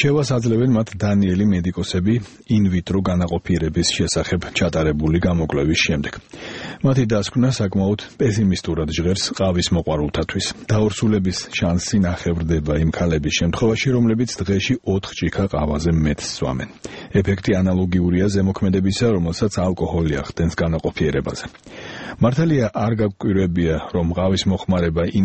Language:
Georgian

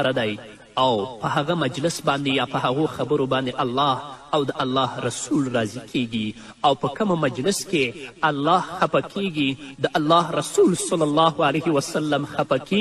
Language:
Pashto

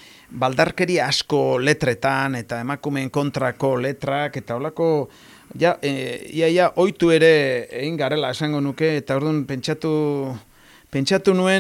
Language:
Basque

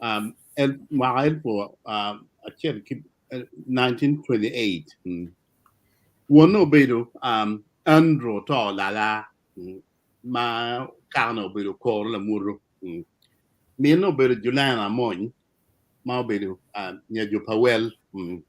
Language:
Acoli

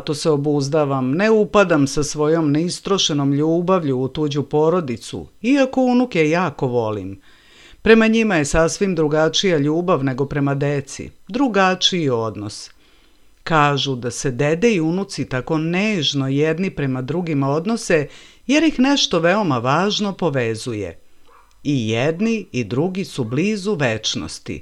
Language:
Serbian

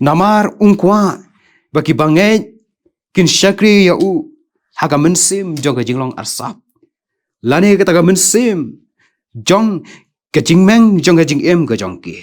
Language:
Khasi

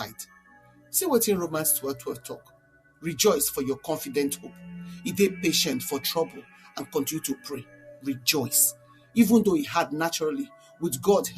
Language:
Nigerian Pidgin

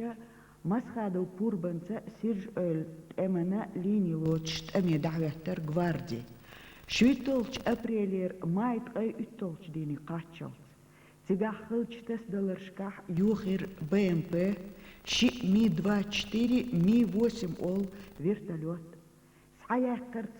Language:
Chechen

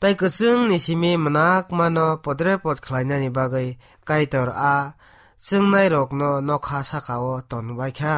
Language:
Kok Borok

